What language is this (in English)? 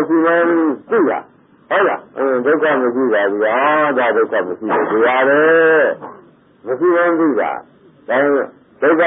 Burmese